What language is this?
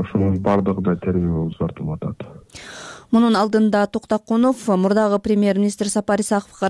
Kyrgyz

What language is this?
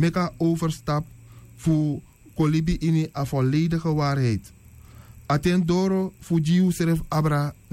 Sranan Tongo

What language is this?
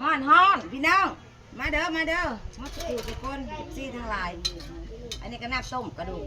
Northeastern Thai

